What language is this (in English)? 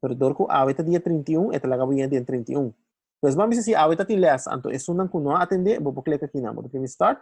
Papiamento